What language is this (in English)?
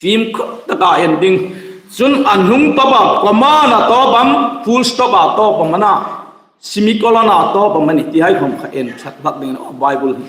Hmar